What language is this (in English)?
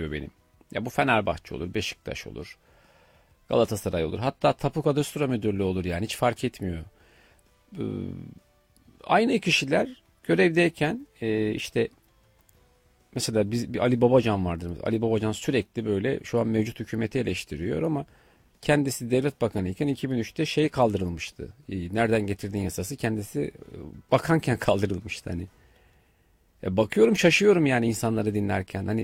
Turkish